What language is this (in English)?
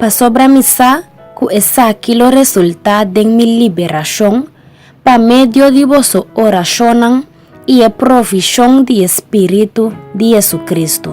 Papiamento